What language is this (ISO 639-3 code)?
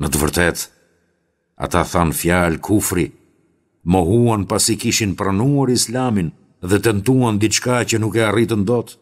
sqi